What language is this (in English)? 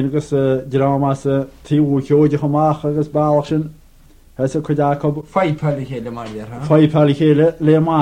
Irish